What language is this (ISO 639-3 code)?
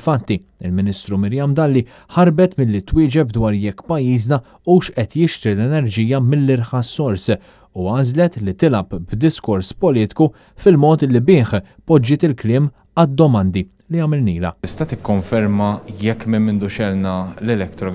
mlt